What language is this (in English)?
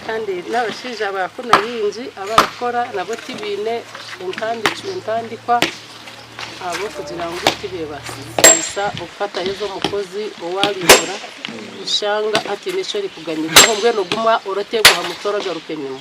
Nyankole